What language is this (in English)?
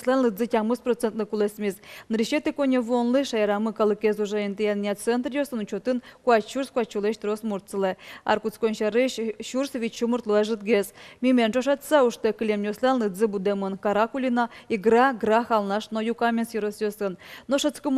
Udmurt